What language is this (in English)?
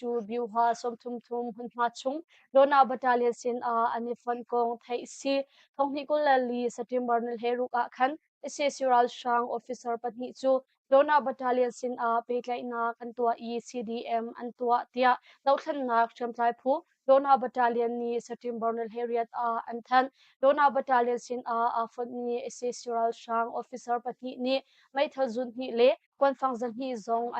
Hakha Chin